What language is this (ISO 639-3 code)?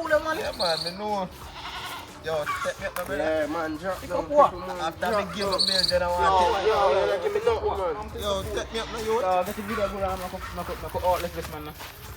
jam